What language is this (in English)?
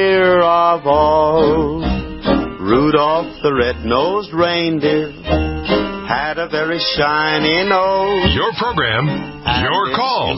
English